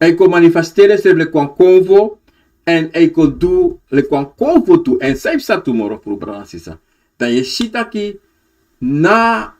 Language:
Sranan Tongo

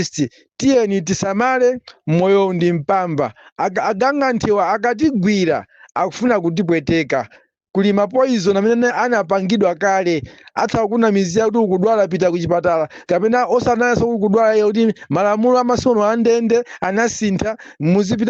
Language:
Nyanja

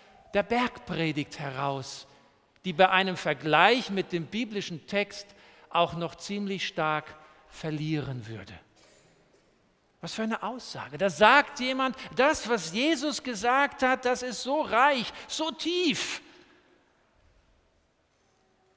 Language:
German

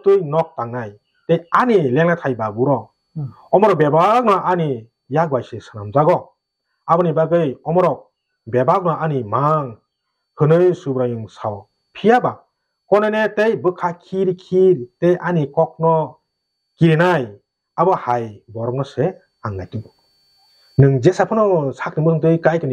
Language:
Kok Borok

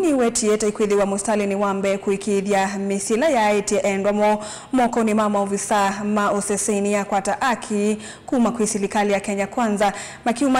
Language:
Kamba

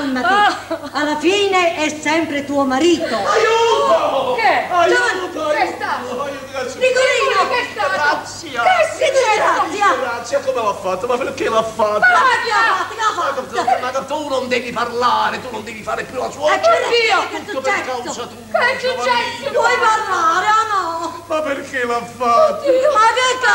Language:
Italian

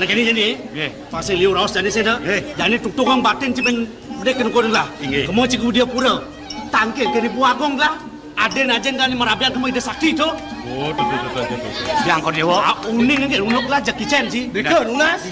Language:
Balinese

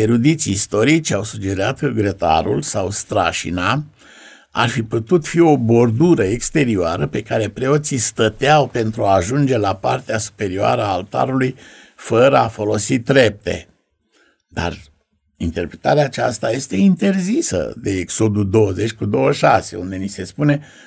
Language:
Romanian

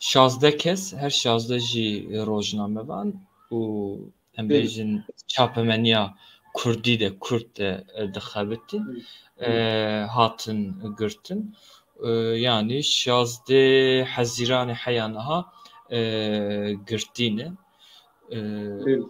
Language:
Kurdish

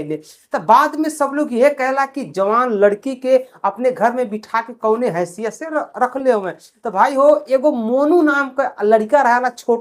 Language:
Bhojpuri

